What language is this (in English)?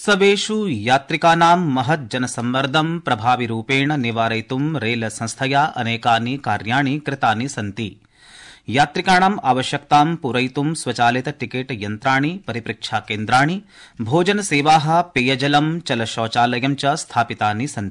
Sanskrit